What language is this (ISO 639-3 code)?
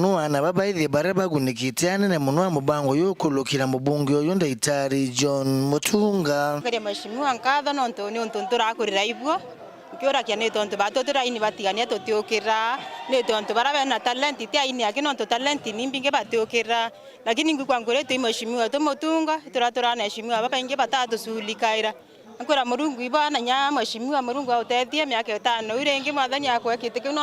mer